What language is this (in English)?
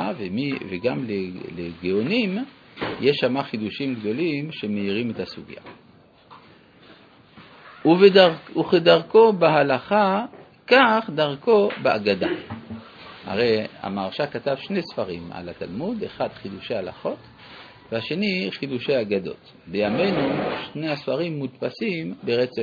Hebrew